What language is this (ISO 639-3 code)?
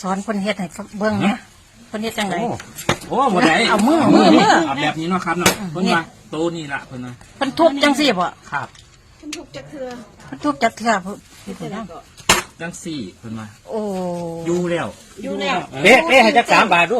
tts